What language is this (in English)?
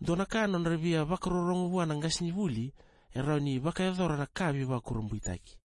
Fijian